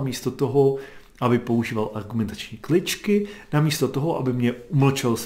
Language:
Czech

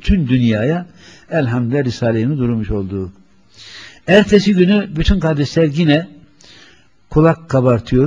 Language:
Turkish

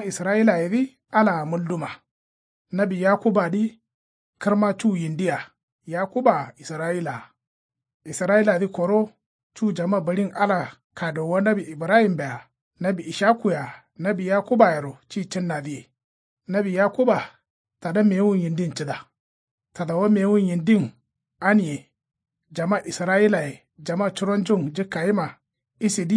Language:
Kanuri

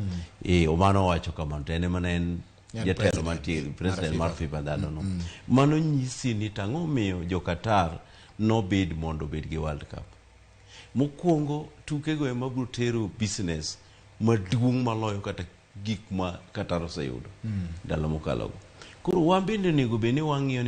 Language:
Luo (Kenya and Tanzania)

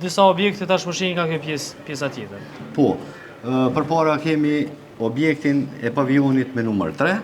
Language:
Albanian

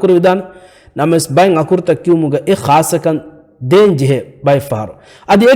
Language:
Divehi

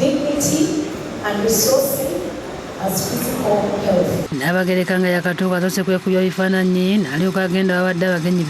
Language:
Ganda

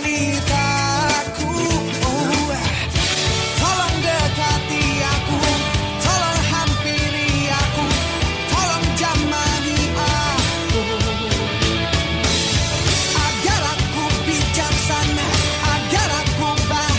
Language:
Indonesian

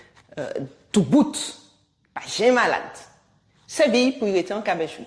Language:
Guadeloupean Creole French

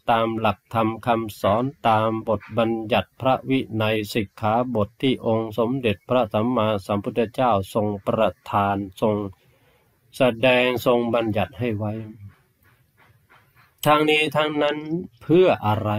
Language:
Thai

